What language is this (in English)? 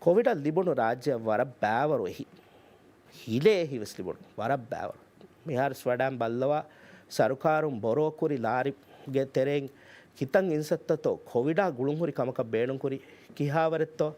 Divehi